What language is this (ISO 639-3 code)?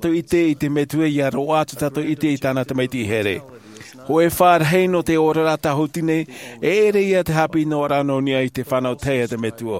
tah